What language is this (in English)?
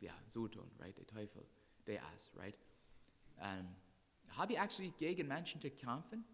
Plautdietsch